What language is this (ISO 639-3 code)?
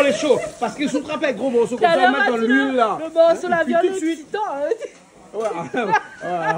rcf